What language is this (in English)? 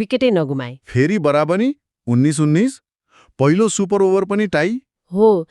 Nepali